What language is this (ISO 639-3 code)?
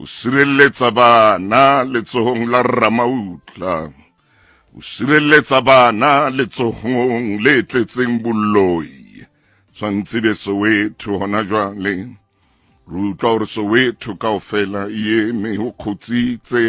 sot